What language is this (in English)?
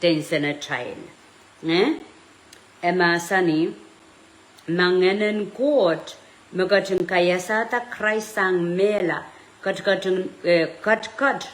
Pohnpeian